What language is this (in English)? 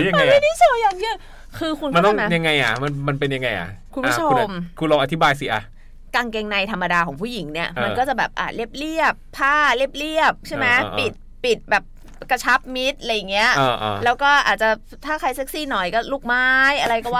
Thai